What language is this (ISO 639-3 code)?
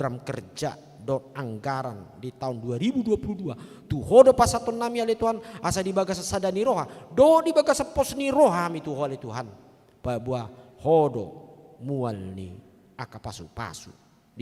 bbc